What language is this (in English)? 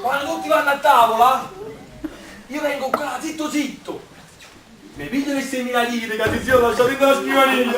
Neapolitan